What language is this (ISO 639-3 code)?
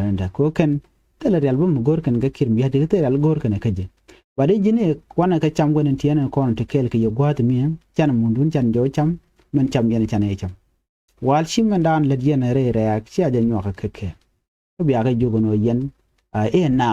nus